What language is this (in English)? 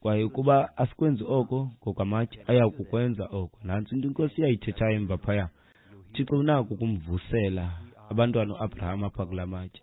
Xhosa